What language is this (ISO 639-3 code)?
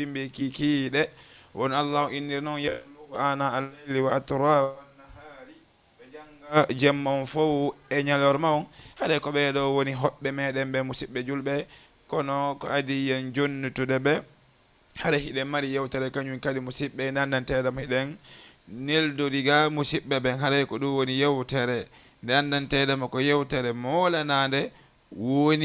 ful